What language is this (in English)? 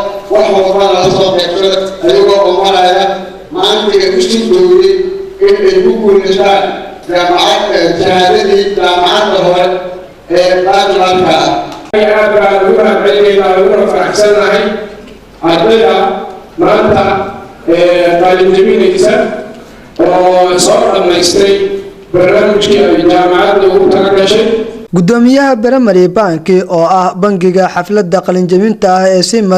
Somali